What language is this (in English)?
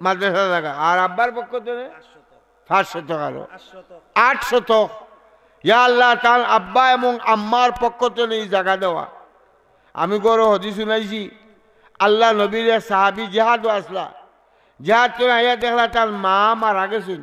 Sylheti